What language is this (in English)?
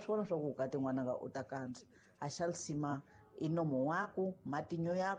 Tsonga